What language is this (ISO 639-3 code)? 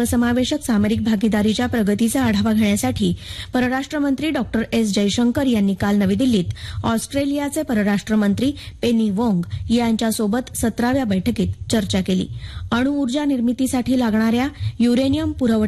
mar